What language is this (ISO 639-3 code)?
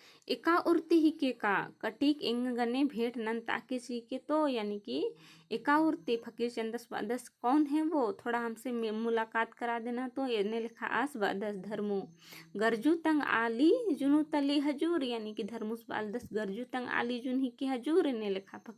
kru